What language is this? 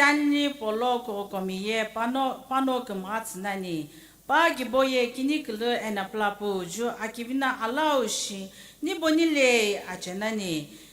Sumi Naga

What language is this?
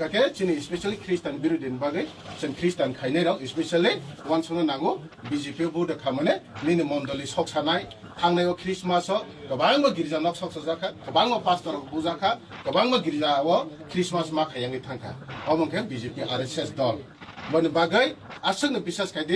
Kok Borok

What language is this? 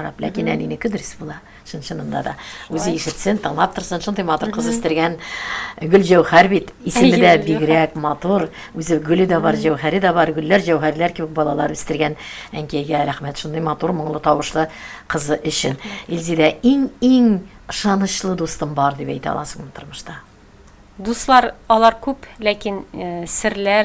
Tatar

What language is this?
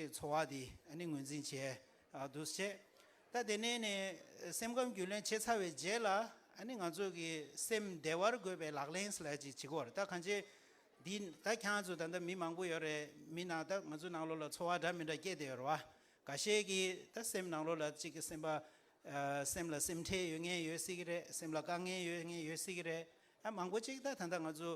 Tibetan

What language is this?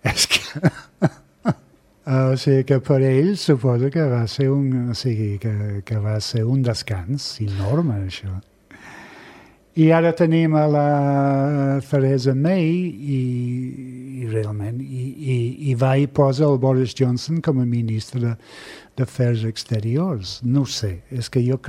Catalan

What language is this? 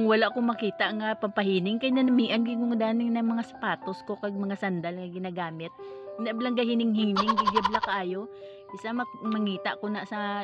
Hiligaynon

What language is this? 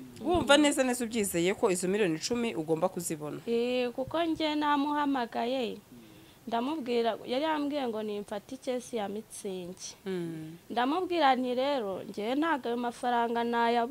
Kinyarwanda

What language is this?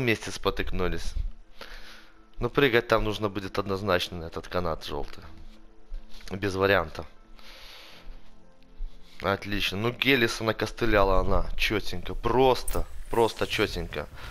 Russian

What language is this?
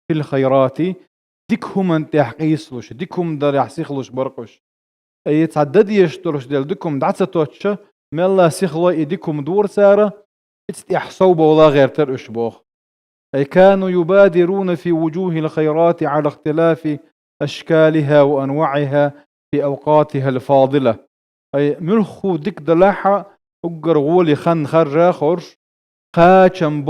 Chechen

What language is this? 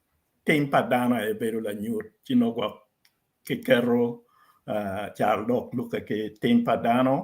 Acoli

